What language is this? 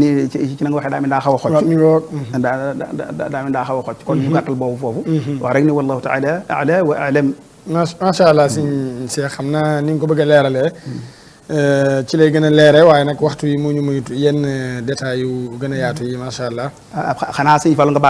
Wolof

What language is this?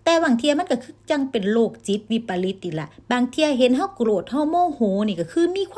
Lao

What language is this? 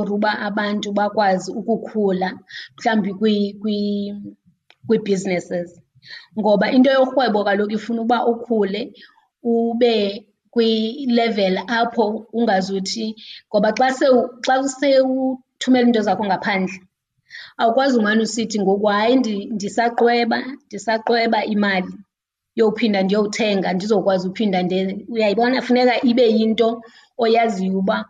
Xhosa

